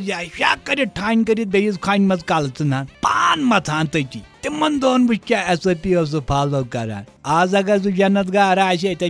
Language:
Kashmiri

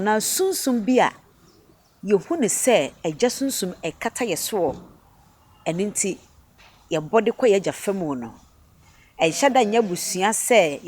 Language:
Akan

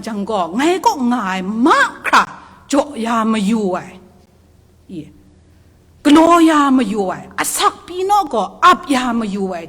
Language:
Kachin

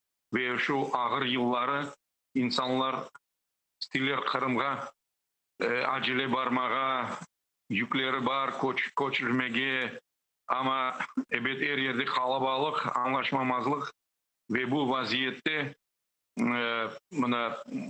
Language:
Crimean Tatar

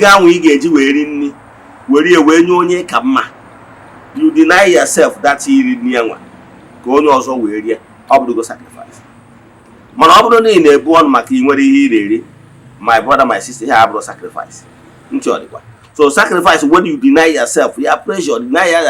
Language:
Igbo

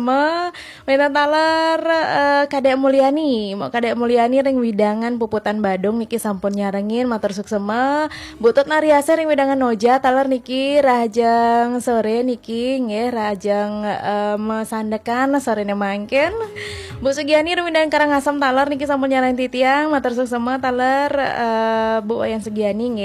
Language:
Balinese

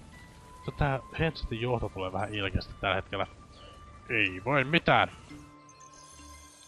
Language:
Finnish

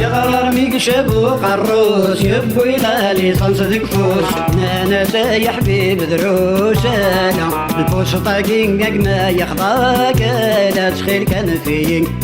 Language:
Kabyle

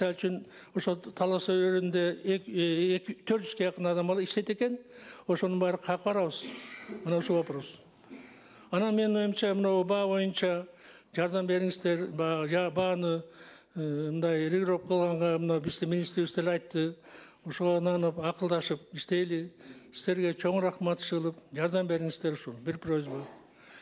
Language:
Kyrgyz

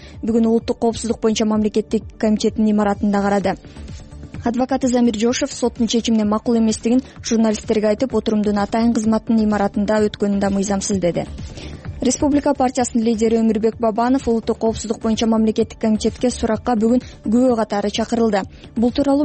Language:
Kyrgyz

